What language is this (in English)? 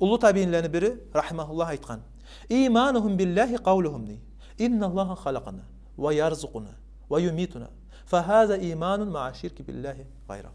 Kumyk